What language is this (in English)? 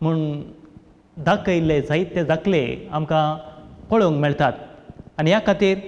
Konkani